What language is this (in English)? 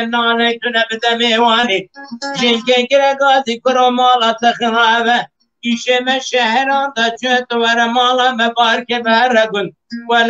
Kurdish